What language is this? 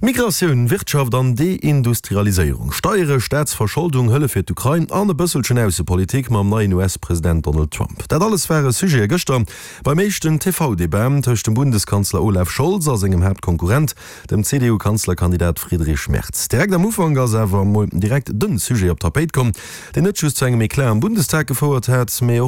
Luxembourgish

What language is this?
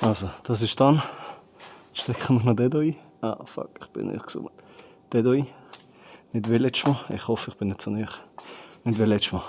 Swiss German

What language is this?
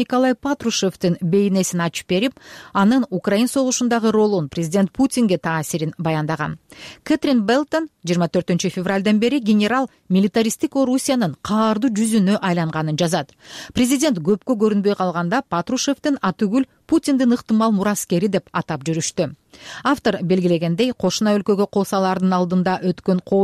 Kyrgyz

